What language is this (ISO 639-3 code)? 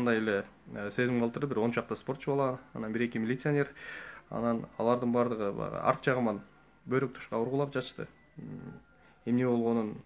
kir